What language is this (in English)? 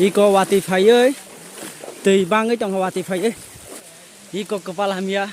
Kok Borok